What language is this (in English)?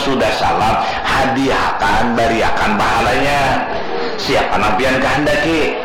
Banjar